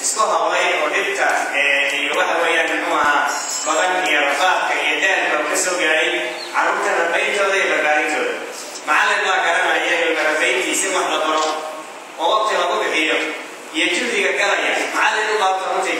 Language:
Somali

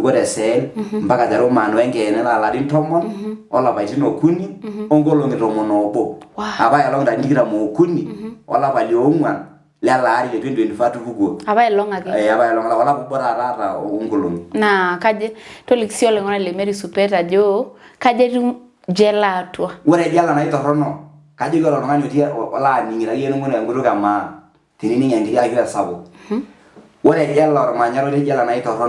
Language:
Masai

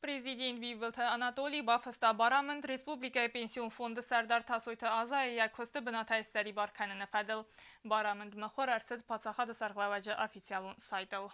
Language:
Ossetic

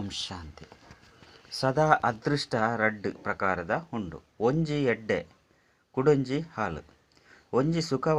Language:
Tulu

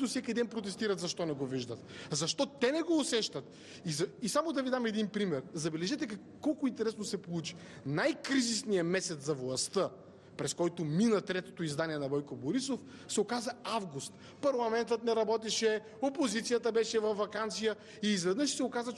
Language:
Bulgarian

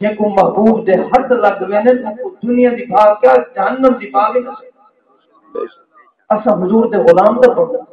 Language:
Saraiki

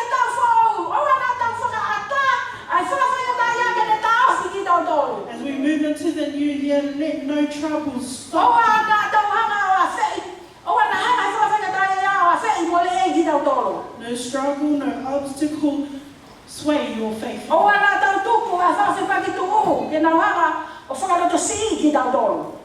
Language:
Tongan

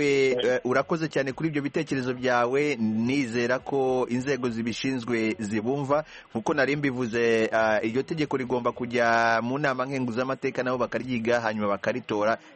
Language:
Kinyarwanda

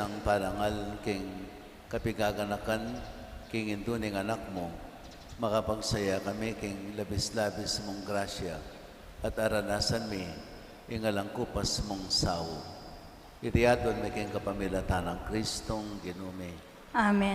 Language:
Pampanga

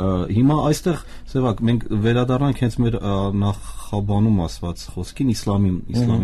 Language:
Armenian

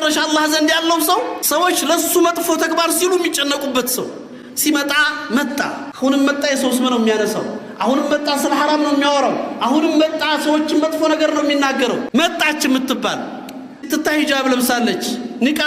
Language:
Amharic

